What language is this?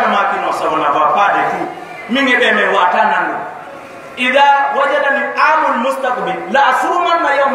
Fula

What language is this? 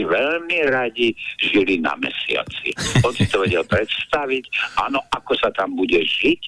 Slovak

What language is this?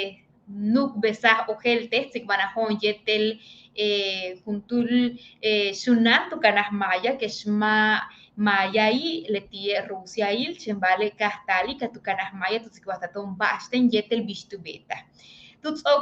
Yucateco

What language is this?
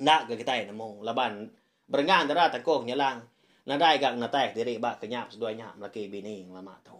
Iban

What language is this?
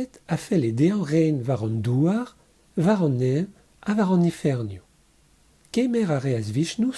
Breton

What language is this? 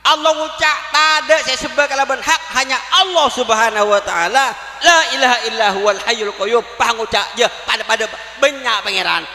Madurese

